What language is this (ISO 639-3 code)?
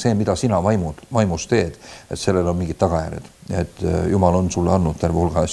est